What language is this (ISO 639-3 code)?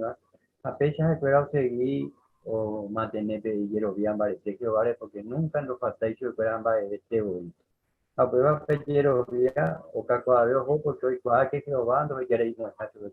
grn